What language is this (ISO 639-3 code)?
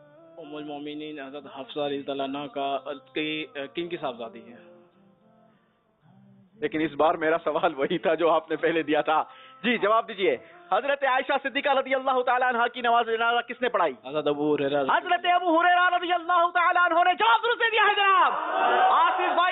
urd